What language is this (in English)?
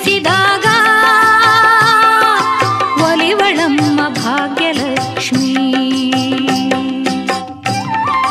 Kannada